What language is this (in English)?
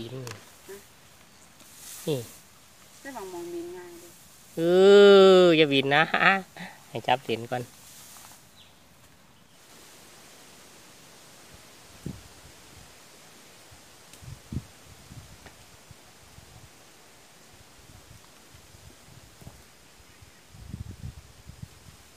Thai